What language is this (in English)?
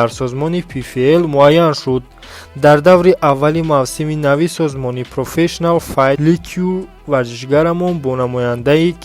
Tajik